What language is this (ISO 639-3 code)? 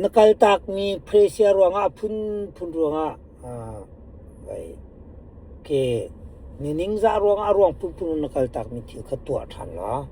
cnh